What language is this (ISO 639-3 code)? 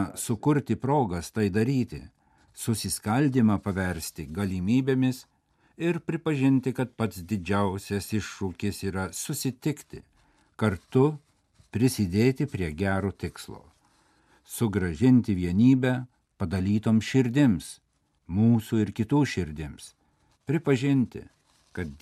lit